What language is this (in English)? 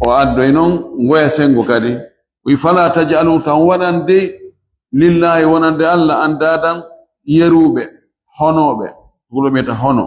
Fula